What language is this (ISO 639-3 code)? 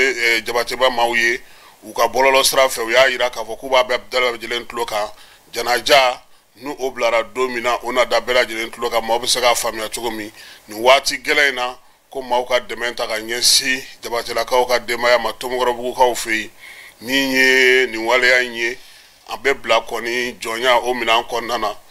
bam